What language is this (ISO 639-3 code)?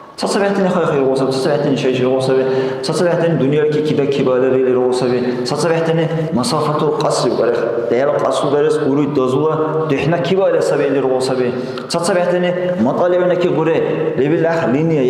dar